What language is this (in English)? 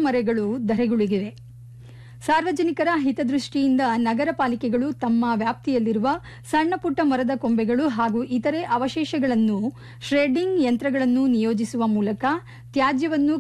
Kannada